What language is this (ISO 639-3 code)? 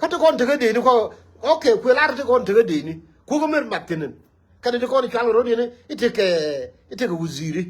nus